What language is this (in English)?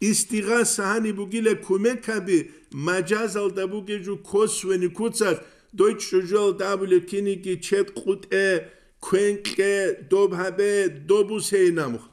Avaric